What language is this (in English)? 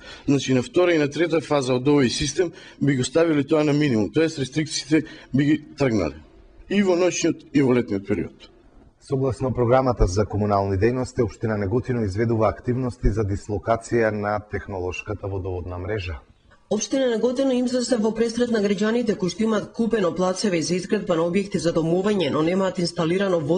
Macedonian